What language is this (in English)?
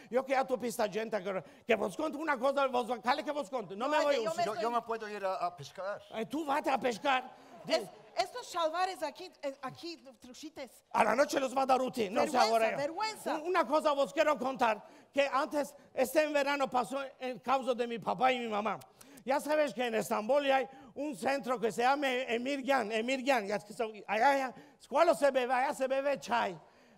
Ladino